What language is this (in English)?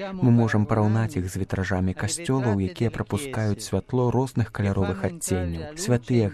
Belarusian